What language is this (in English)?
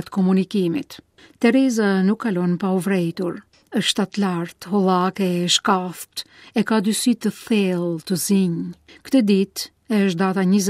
Albanian